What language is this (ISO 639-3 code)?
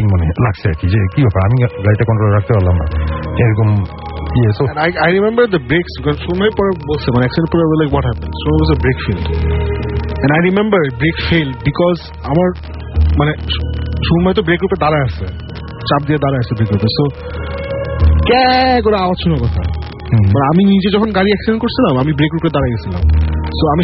ben